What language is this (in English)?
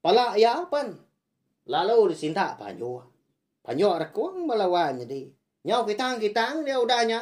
Iban